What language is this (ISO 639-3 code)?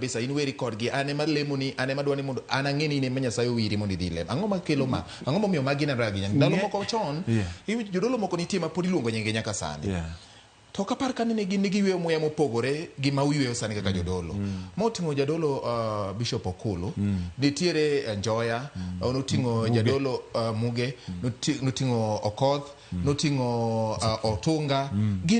luo